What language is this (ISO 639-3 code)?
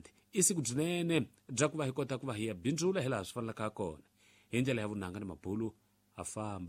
tso